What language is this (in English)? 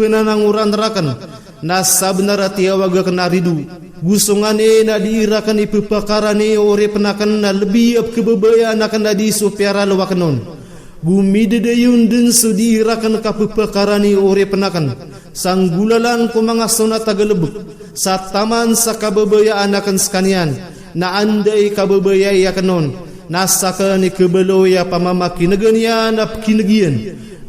Maranao